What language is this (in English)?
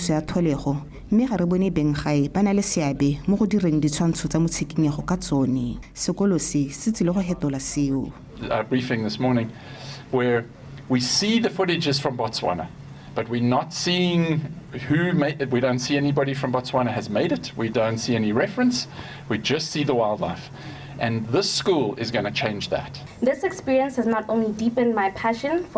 Tswana